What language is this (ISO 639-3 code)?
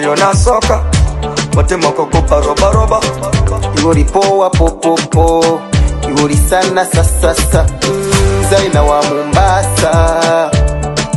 swa